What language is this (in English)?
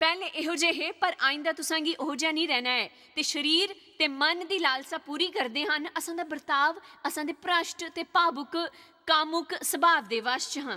Dogri